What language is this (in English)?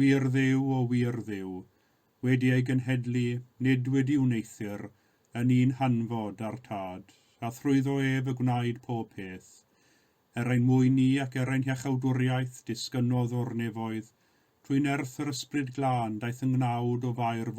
Welsh